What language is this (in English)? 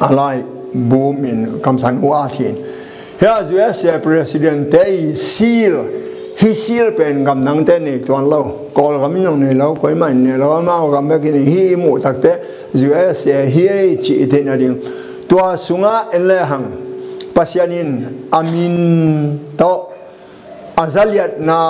Tedim Chin